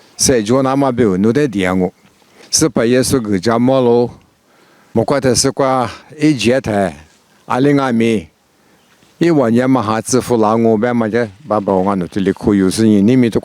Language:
Lisu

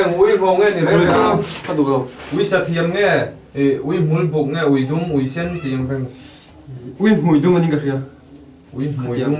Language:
Mizo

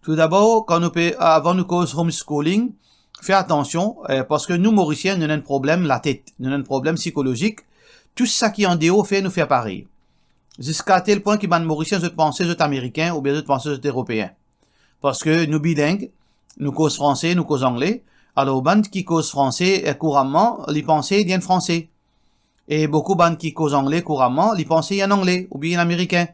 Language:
Morisyen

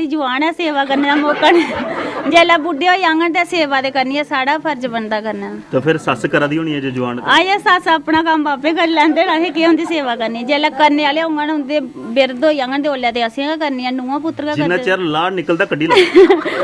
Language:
Dogri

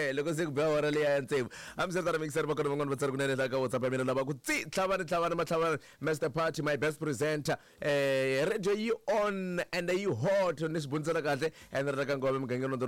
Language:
Tsonga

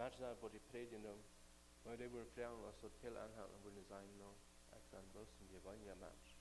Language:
Plautdietsch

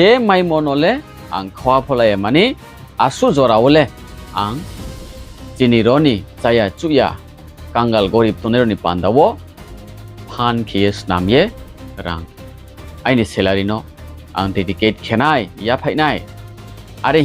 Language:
Riang (India)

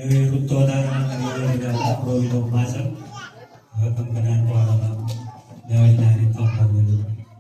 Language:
Marshallese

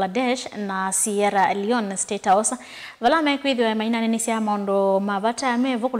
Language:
Kamba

